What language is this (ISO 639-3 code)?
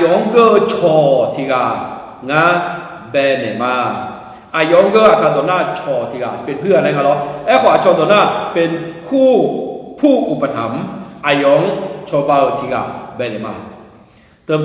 ahk